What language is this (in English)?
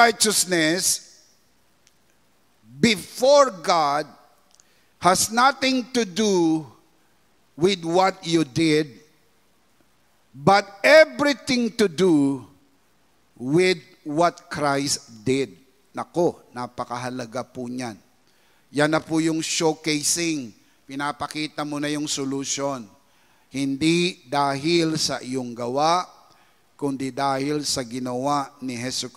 Filipino